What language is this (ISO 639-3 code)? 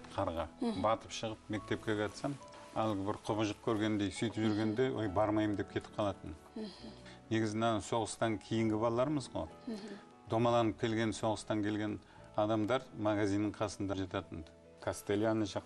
kaz